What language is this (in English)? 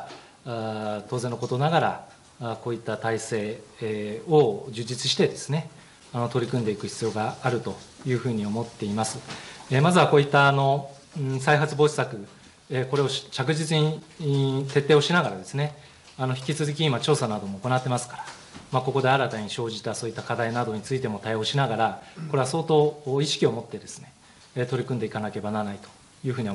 Japanese